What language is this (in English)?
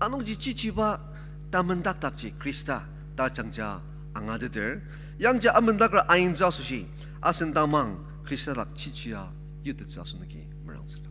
Ao Naga